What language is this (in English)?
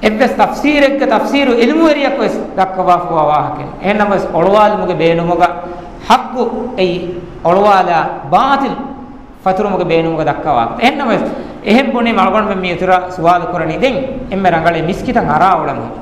Divehi